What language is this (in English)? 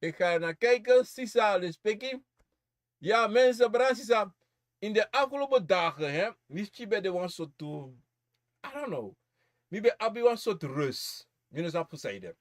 Sranan Tongo